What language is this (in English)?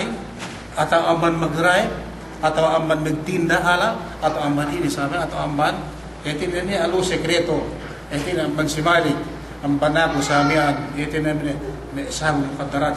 Yakan